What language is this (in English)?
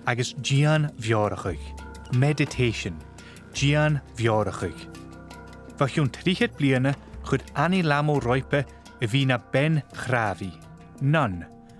Scottish Gaelic